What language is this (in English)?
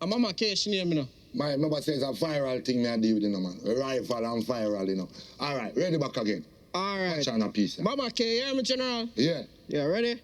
Jamaican Creole English